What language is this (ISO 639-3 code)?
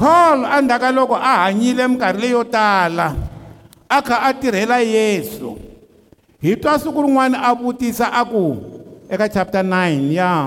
tso